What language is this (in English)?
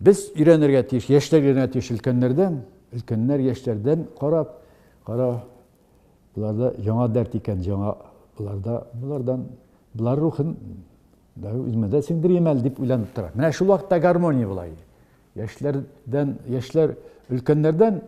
Tatar